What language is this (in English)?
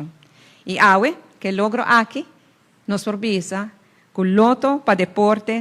Papiamento